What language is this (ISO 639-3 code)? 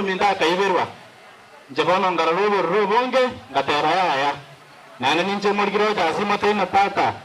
guz